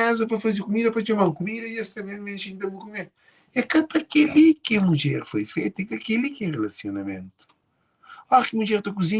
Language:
Kabuverdianu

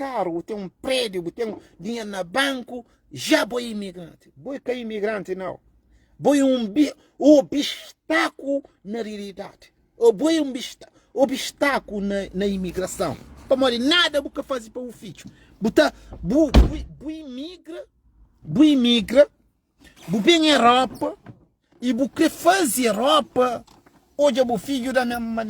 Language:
Kabuverdianu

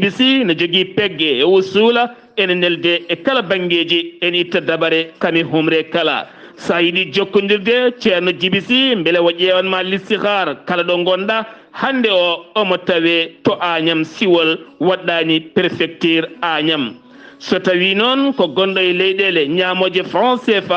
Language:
Fula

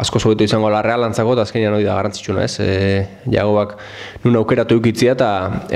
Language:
Basque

